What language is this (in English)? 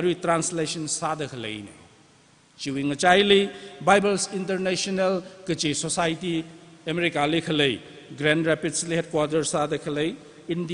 Tangkhul Naga (India)